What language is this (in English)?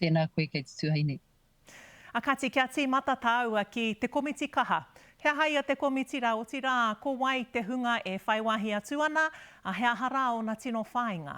Māori